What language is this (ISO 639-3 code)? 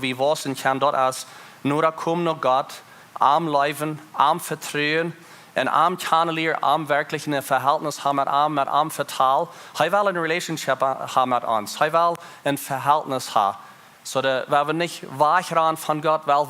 pdt